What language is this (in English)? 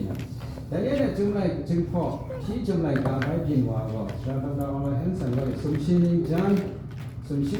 Kachin